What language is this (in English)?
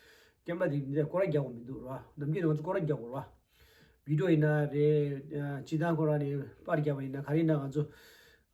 Tibetan